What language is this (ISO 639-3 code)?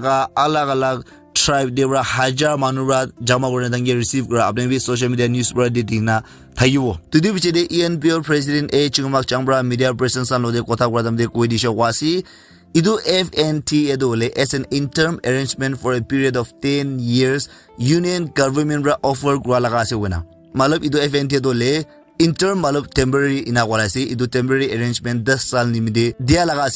nag